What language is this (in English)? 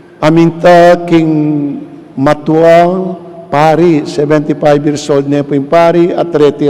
Pampanga